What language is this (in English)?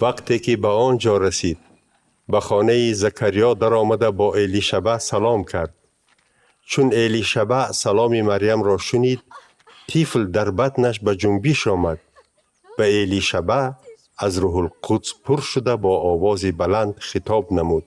Tajik